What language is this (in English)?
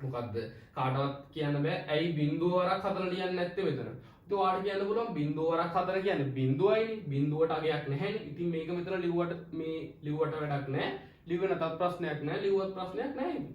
Sinhala